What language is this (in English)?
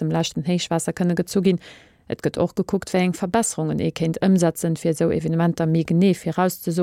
Luxembourgish